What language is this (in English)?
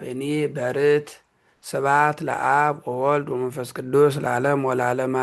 Geez